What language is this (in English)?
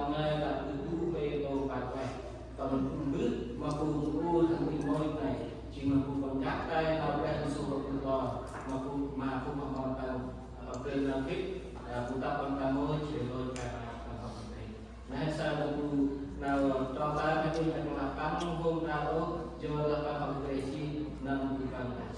Central Mnong